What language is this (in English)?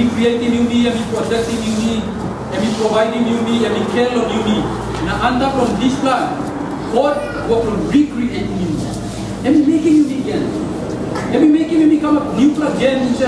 Tok Pisin